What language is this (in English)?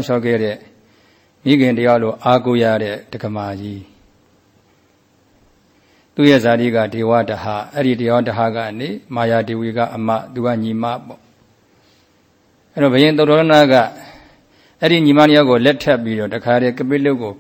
Burmese